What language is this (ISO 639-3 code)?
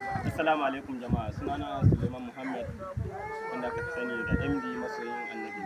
hau